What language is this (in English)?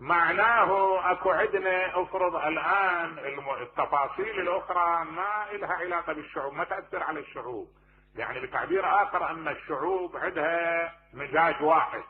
Mesopotamian Arabic